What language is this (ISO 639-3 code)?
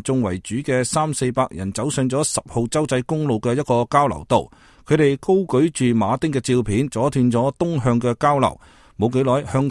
yue